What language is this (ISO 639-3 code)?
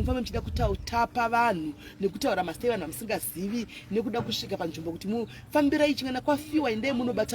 sna